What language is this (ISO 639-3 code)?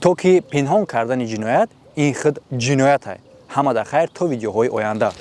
tgk